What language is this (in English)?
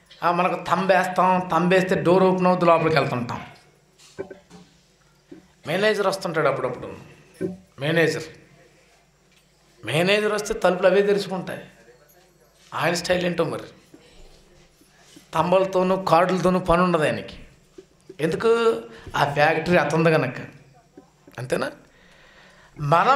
Telugu